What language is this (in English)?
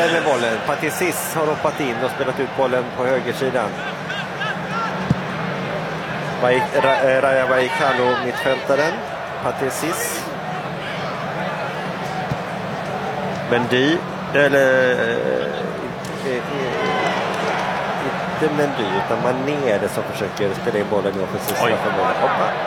Swedish